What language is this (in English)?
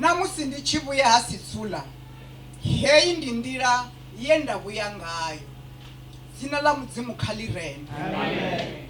Venda